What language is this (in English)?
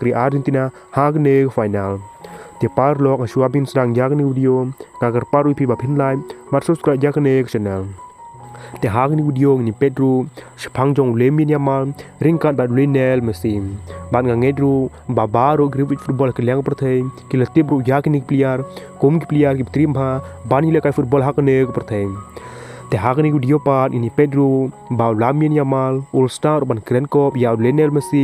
Khasi